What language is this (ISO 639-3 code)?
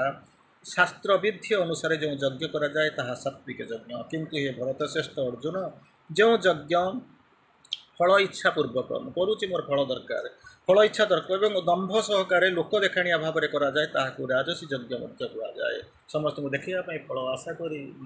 ori